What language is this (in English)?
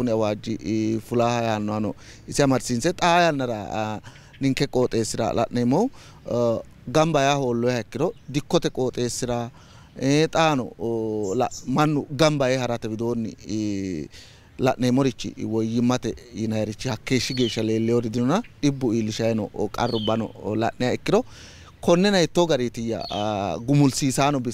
Sidamo